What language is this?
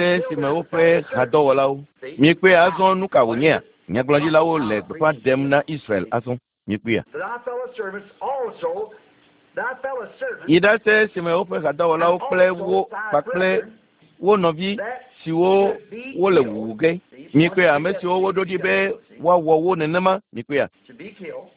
Ewe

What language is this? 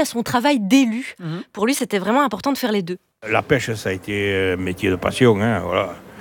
French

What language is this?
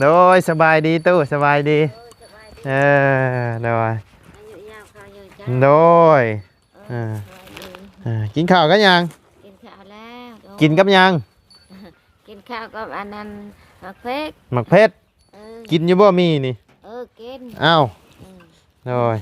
Lao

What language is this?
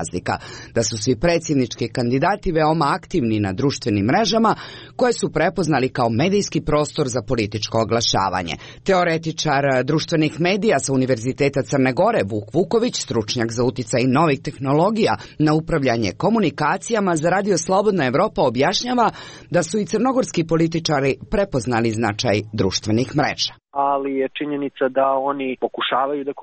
Serbian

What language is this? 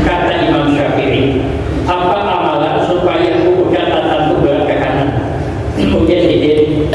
Banjar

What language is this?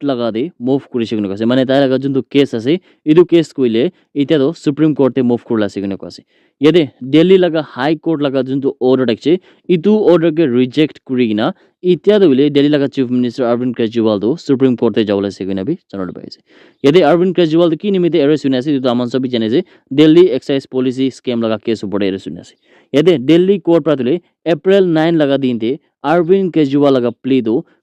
Naga Pidgin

